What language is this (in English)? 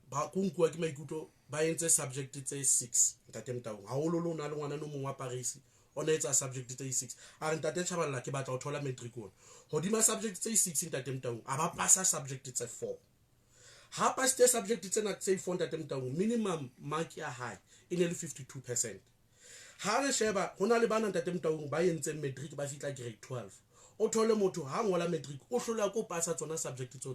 Southern Sotho